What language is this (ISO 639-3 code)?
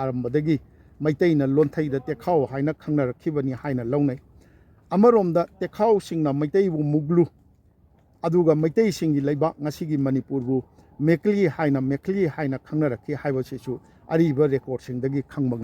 mni